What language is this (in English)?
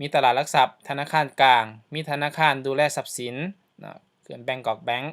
Lao